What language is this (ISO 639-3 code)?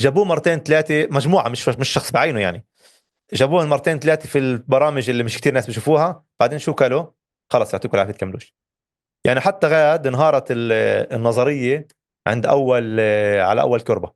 apc